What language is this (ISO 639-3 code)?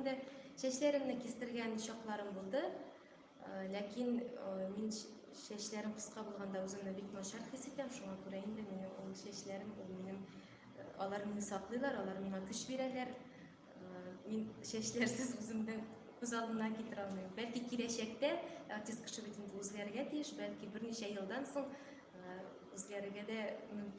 tat